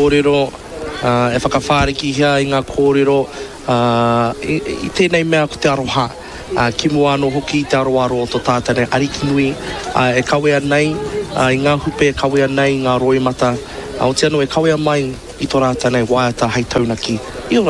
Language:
Māori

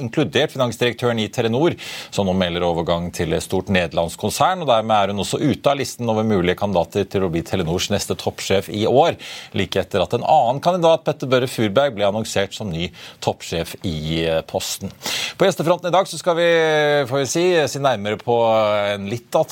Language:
Norwegian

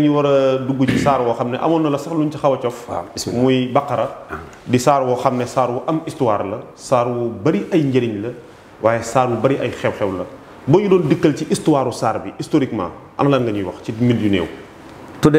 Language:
Wolof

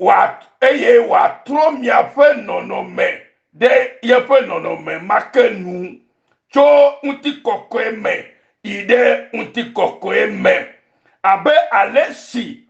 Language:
Ewe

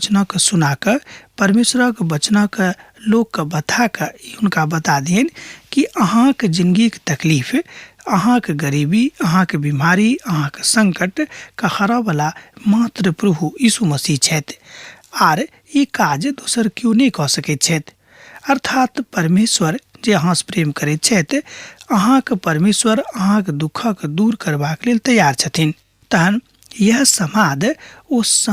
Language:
Maithili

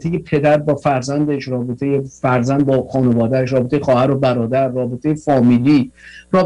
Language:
Persian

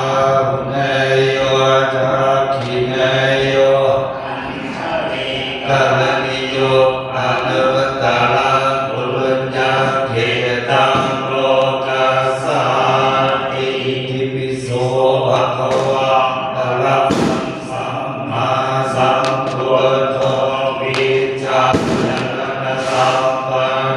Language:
Pali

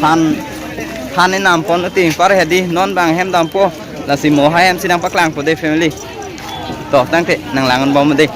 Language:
Karbi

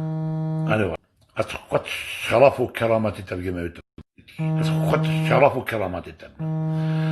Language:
Kurdish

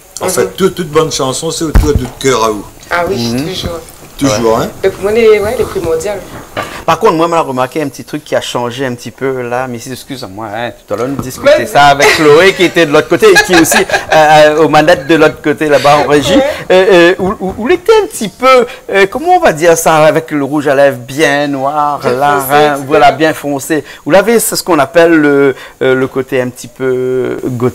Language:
Réunion Creole French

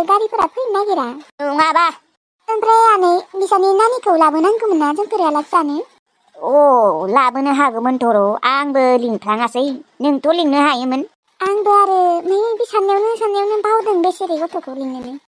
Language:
Bodo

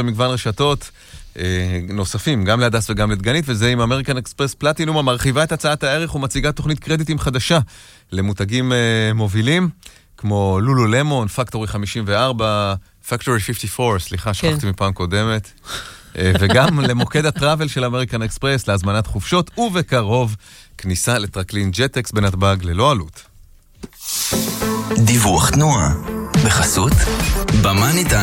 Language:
Hebrew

